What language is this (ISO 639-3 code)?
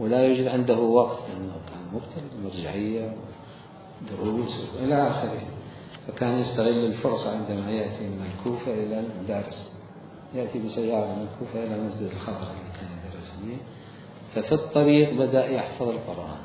acm